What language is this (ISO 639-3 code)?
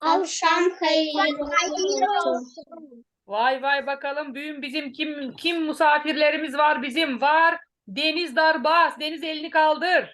gag